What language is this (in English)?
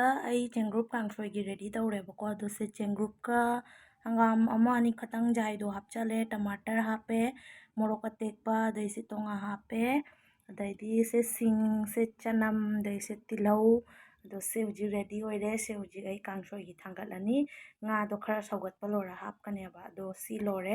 Manipuri